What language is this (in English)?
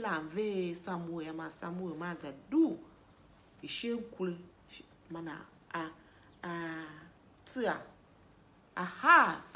Tiv